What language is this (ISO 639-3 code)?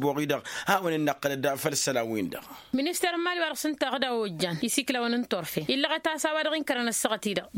taq